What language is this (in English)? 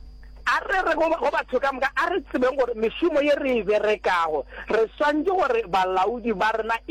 Northern Sotho